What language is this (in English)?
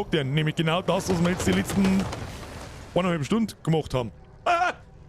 Bavarian